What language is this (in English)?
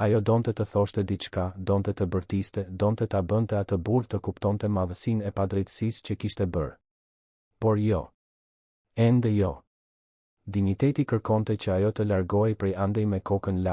Albanian